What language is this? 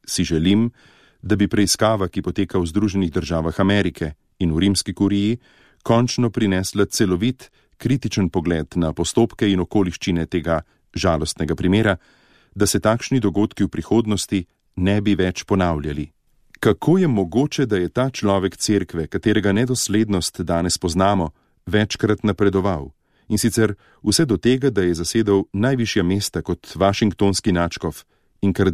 Slovenian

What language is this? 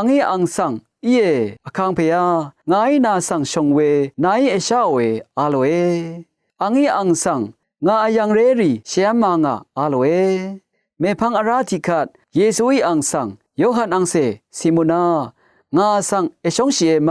Rawang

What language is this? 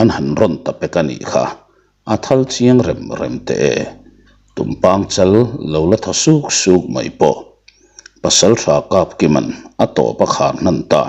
Mizo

